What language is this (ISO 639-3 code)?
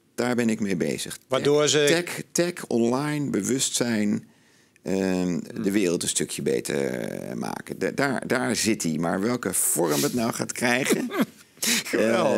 nld